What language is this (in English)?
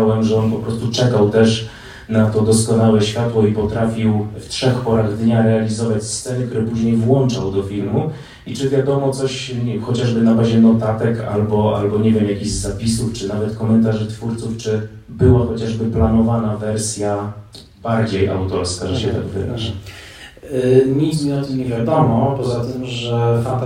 Polish